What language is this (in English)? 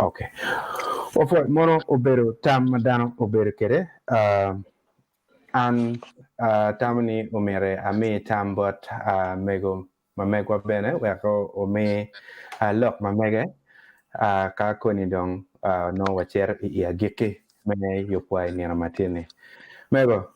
Acoli